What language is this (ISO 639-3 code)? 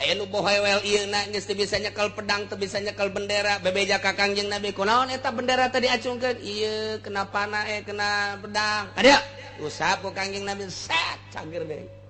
sun